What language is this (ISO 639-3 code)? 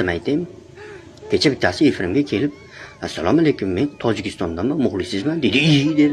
uzb